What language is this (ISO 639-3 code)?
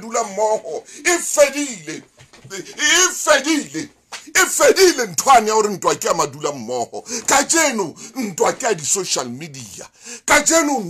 sot